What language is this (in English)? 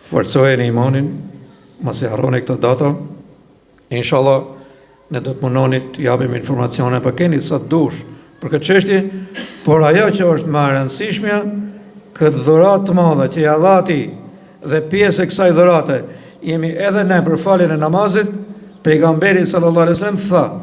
Albanian